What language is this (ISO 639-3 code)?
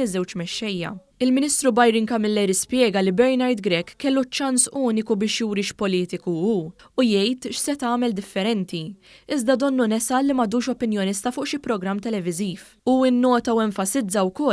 mlt